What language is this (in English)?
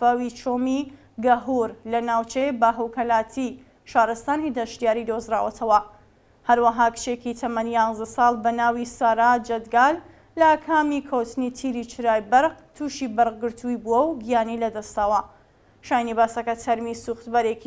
Central Kurdish